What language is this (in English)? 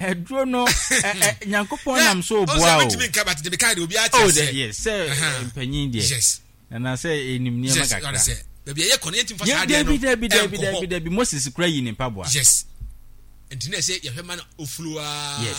Akan